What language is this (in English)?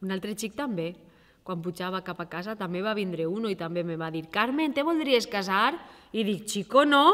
Catalan